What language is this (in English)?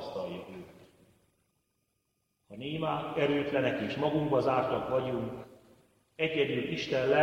Hungarian